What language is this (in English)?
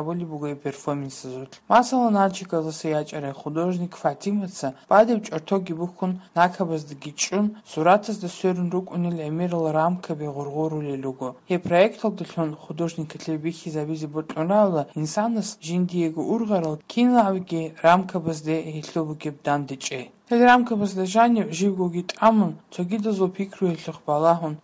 Avaric